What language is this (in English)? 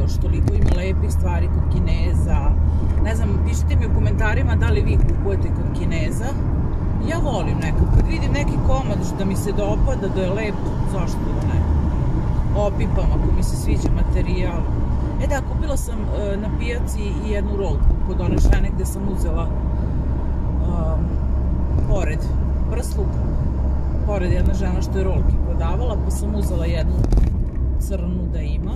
Serbian